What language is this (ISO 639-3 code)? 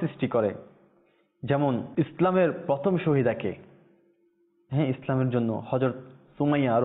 ben